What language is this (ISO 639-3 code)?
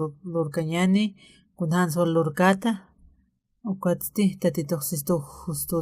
aym